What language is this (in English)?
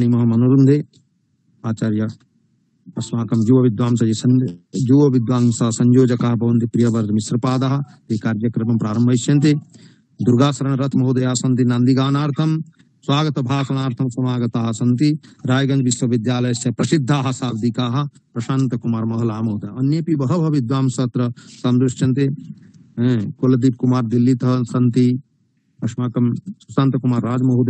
Sanskrit